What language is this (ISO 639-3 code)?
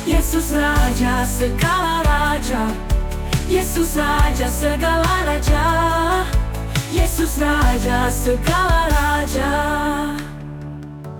ind